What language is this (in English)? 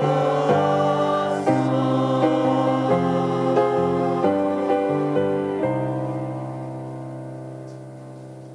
Bikol